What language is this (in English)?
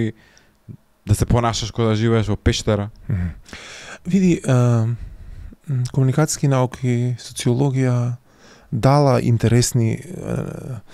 Macedonian